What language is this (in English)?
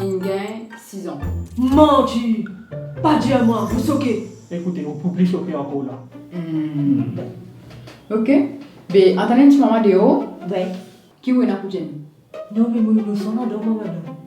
Morisyen